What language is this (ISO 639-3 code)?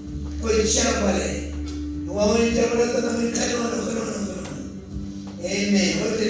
mah